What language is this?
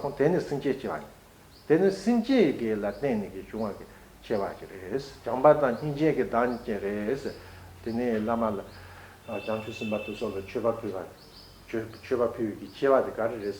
Tibetan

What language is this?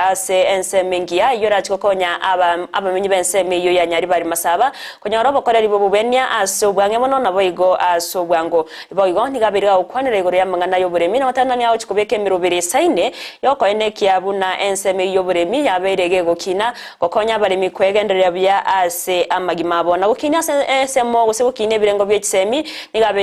Gusii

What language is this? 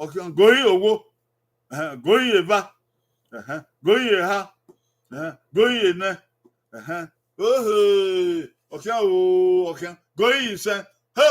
Bini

